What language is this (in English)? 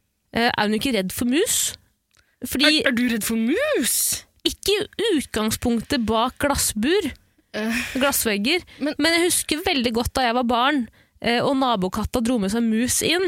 Norwegian